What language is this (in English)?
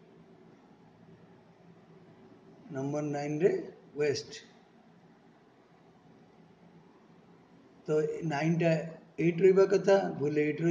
Odia